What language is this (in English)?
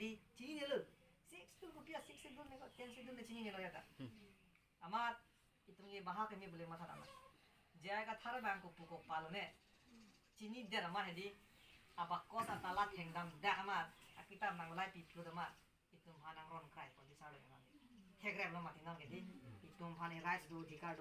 Karbi